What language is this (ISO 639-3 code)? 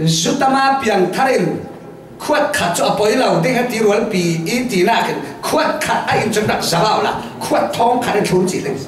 cfm